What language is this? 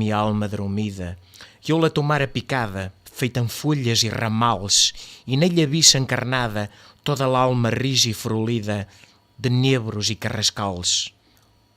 Mirandese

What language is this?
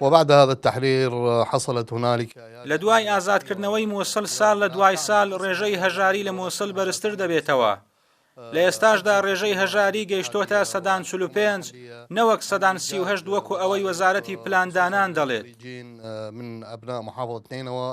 Central Kurdish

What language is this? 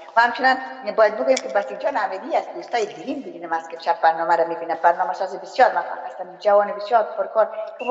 Persian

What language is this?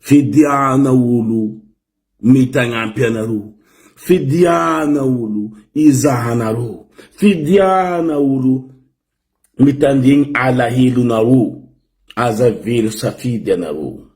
Malagasy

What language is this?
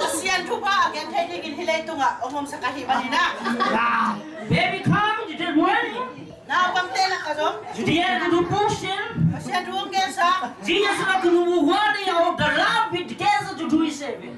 Tedim Chin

